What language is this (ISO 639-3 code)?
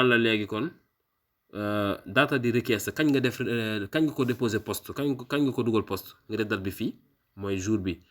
wol